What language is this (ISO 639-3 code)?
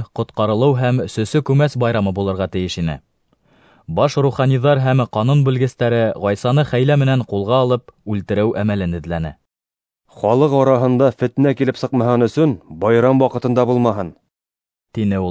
bak